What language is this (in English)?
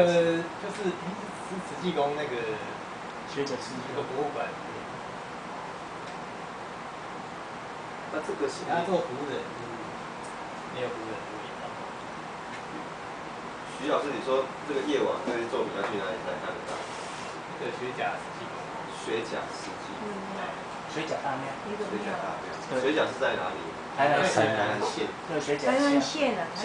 Chinese